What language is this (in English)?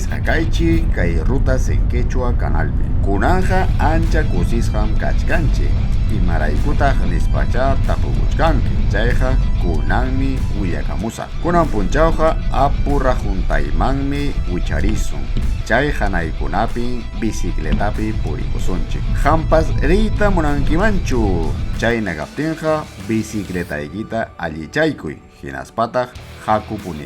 Ayacucho Quechua